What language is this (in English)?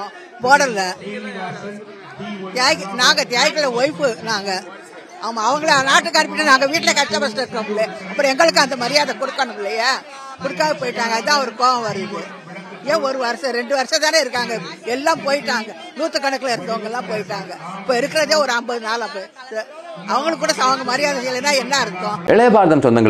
Tamil